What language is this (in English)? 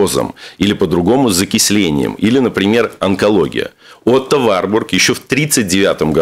Russian